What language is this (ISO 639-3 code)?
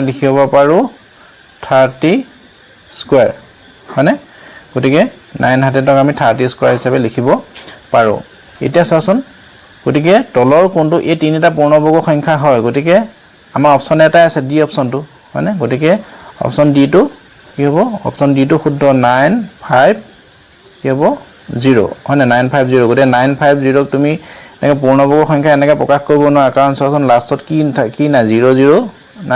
asm